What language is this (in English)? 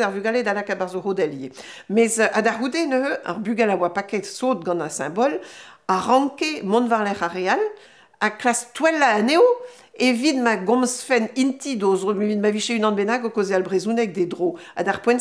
Breton